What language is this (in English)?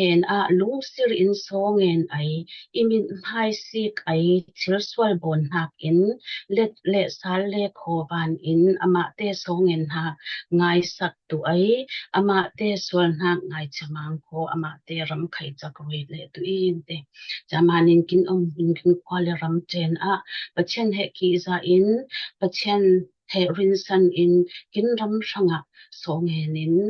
Falam Chin